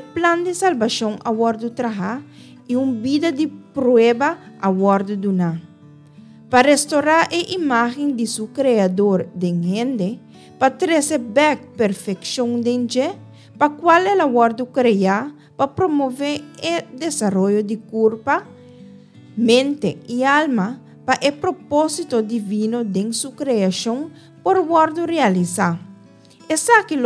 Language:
Papiamento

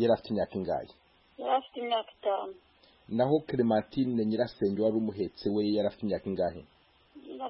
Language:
Kinyarwanda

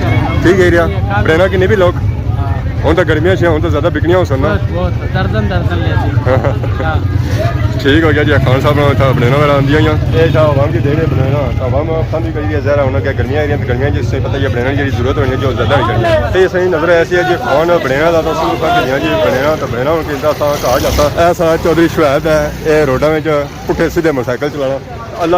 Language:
Pahari-Potwari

